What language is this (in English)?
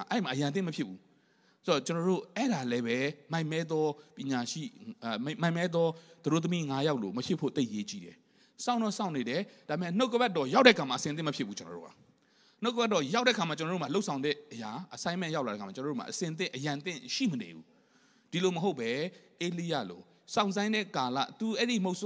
Burmese